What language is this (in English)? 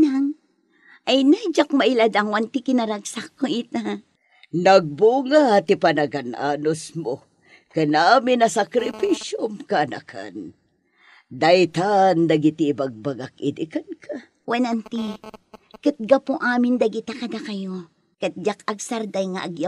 Iloko